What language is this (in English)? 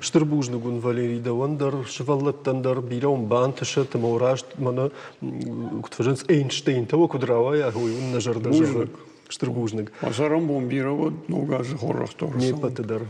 Ossetic